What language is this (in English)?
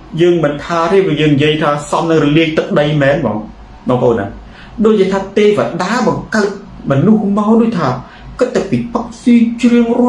Khmer